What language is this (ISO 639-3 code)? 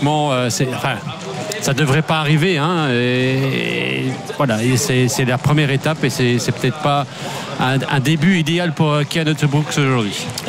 fra